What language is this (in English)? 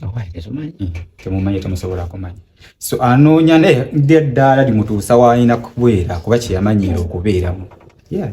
Ganda